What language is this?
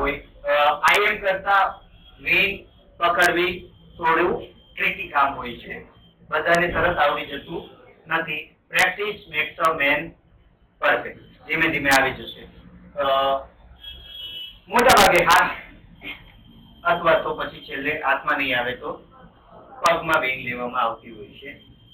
Gujarati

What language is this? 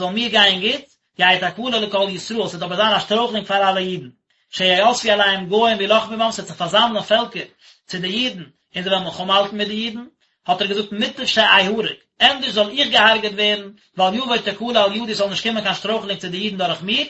Yiddish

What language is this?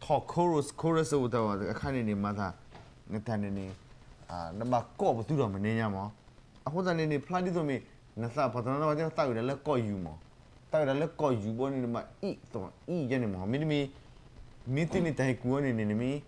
S'gaw Karen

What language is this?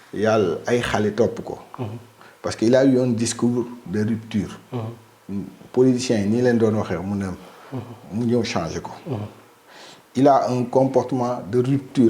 Wolof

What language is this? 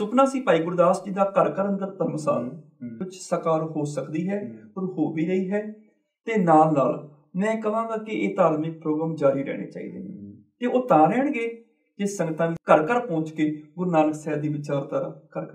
Punjabi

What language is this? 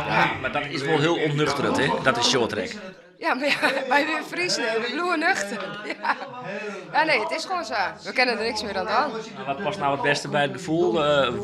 Western Frisian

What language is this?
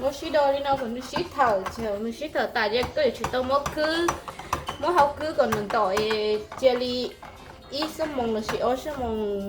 Hmong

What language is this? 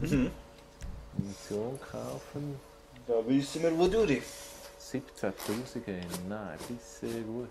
Swiss German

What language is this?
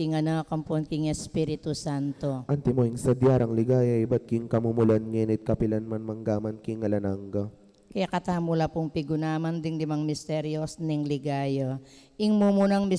Pampanga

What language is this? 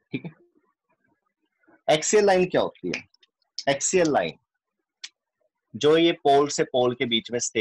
Hindi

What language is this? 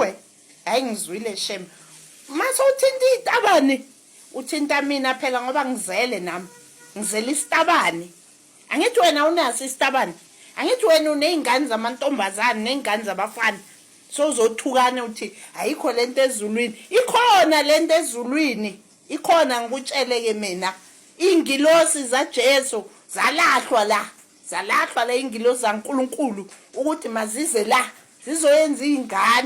Zulu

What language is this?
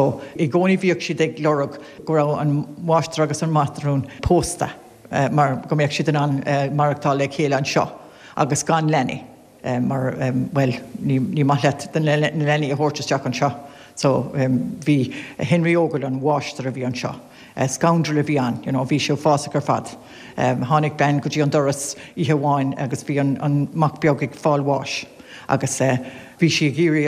Irish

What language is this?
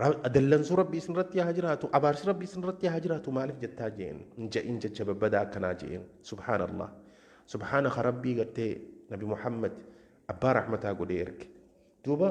Oromo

